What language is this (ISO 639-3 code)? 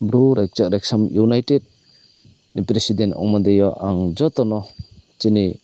ria